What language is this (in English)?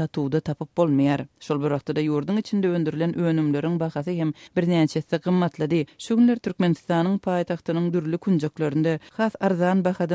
Turkmen